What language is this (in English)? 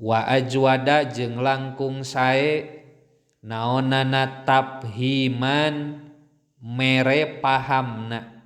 Sundanese